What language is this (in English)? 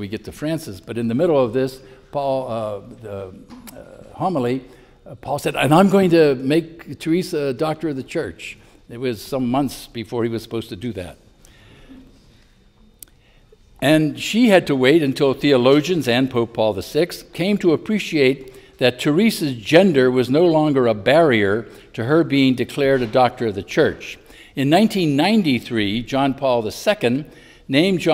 English